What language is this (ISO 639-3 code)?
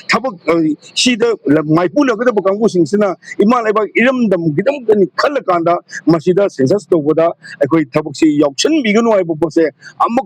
mni